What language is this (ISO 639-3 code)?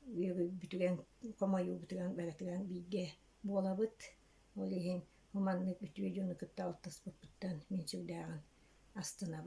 sah